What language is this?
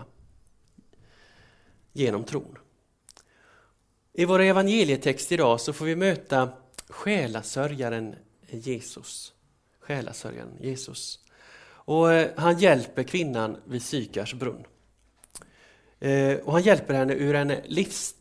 Swedish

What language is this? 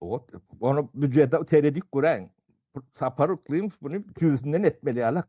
Turkmen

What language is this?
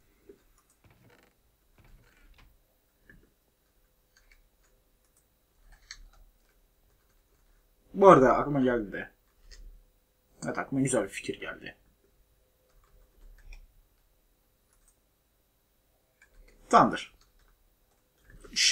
Turkish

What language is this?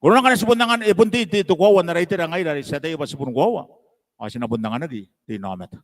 Gilbertese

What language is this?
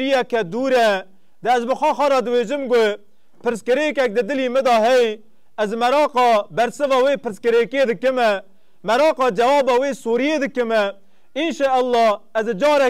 Kurdish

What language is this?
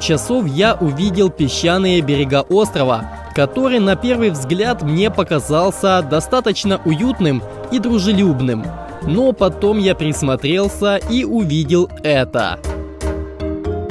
Russian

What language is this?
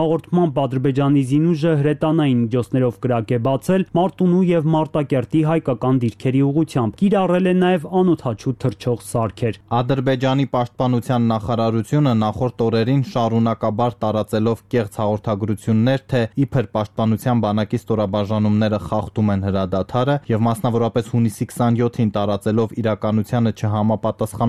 Armenian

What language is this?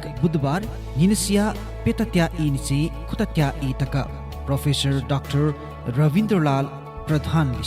Newari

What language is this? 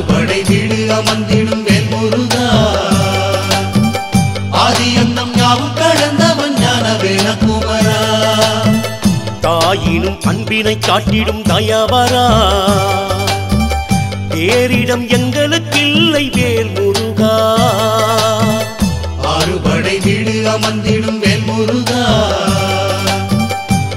Tamil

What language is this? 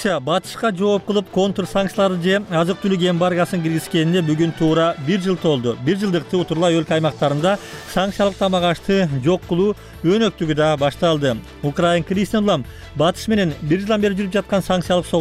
Kyrgyz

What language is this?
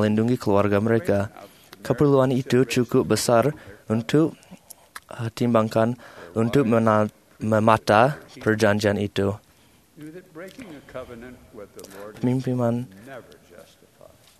Malay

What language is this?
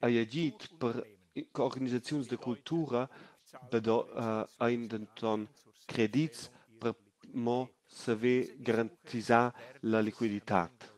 Romansh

